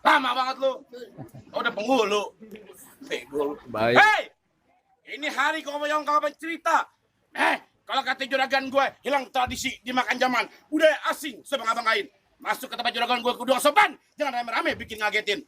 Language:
Betawi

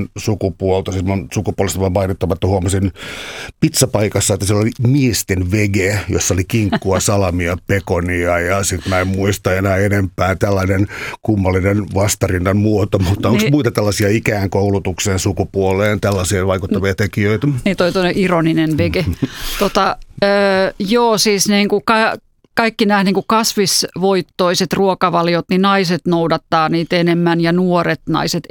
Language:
Finnish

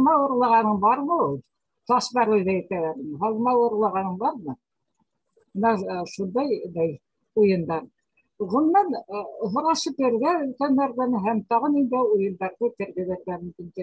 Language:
Bashkir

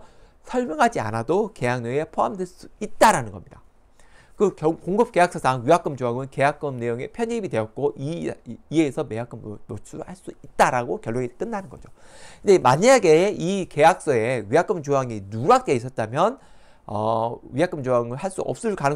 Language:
Korean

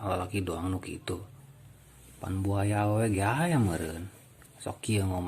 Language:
Sundanese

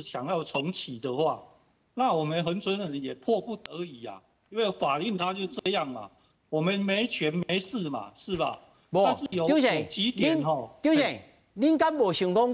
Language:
Min Nan Chinese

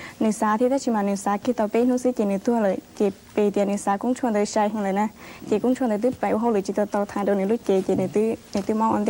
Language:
Hmong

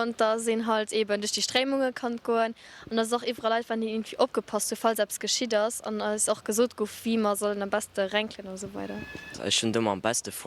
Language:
Luxembourgish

